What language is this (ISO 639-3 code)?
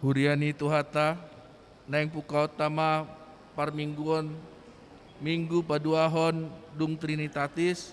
bbc